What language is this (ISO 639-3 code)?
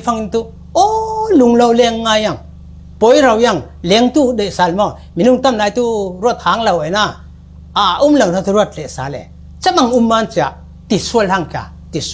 cfm